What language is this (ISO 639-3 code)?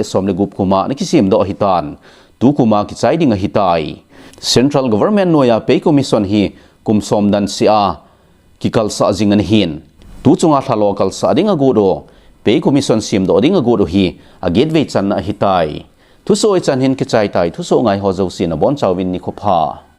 tcz